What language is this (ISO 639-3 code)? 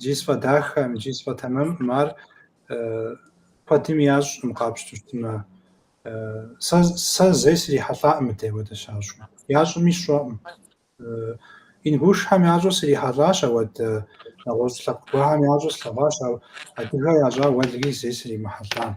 kbd